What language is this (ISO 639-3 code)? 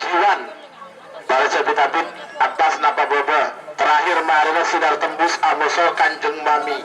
mad